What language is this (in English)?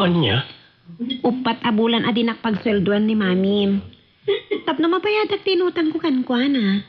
Iloko